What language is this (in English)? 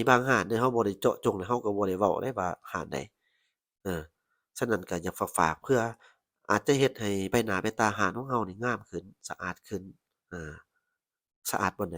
Lao